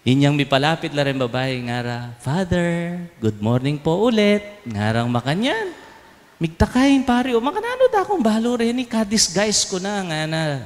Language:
Pampanga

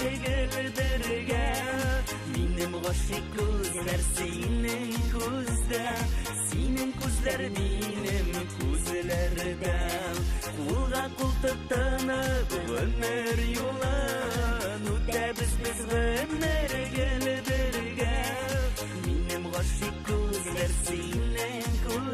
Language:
Bashkir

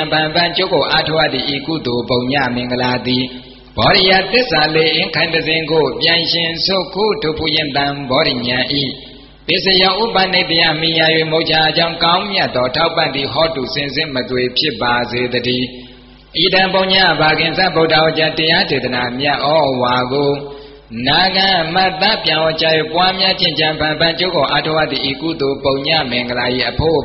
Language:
Burmese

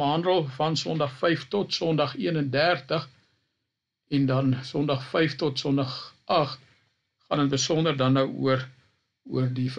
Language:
Afrikaans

